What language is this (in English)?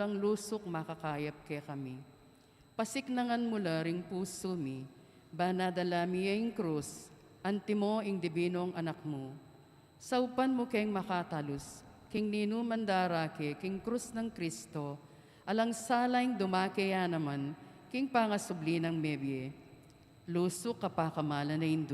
Pampanga